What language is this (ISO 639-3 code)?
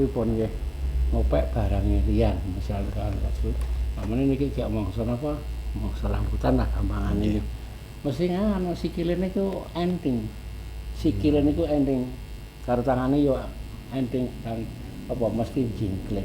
jav